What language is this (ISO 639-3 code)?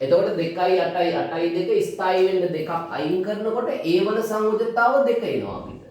sin